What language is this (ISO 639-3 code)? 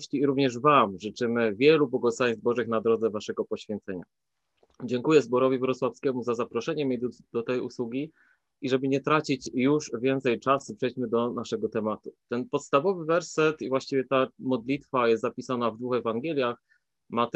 pol